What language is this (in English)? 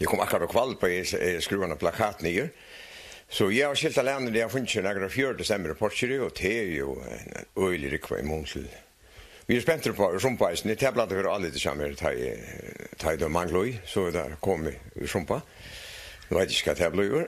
Faroese